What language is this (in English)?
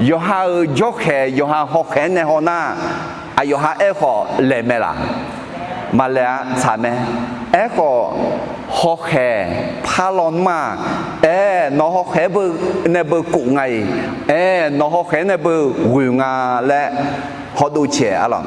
Akha